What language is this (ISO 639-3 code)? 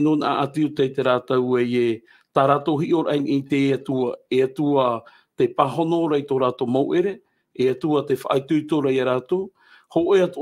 tah